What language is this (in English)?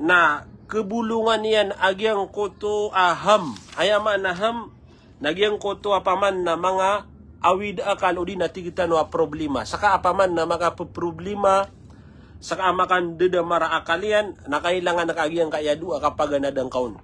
Maranao